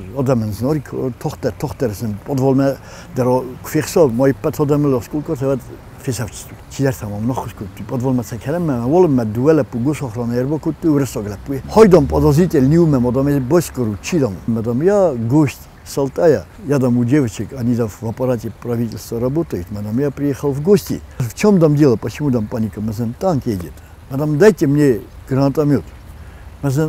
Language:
Ossetic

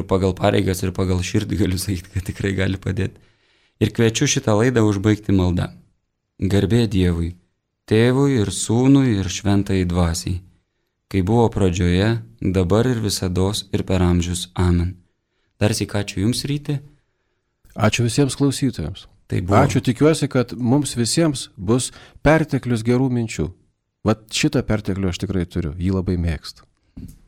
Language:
Lithuanian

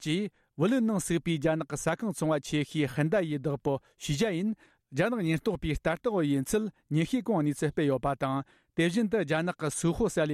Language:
Tibetan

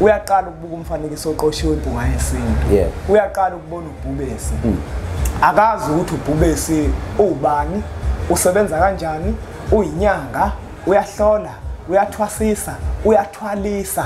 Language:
Zulu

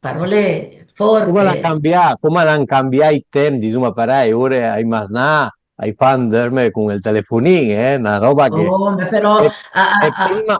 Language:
Piedmontese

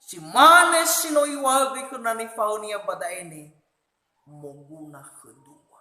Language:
Nias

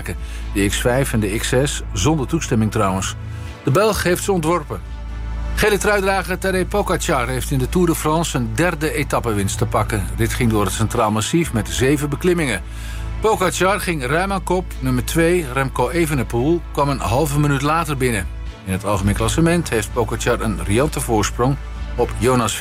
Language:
Dutch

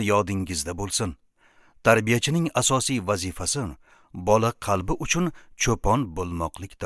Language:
Uzbek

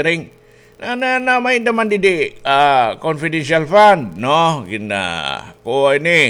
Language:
Waray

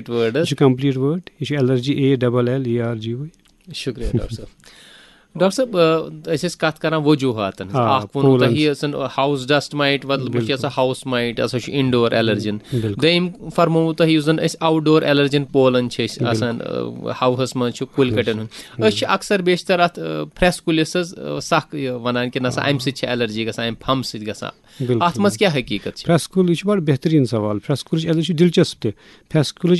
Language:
Kashmiri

